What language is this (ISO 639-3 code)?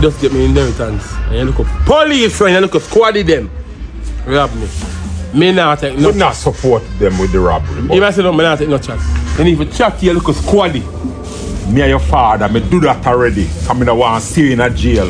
jam